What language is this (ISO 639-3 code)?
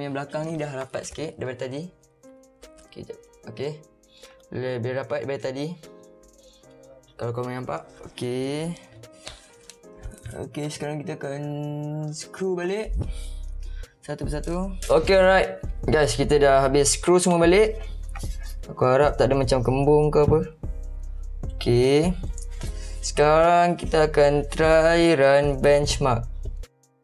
msa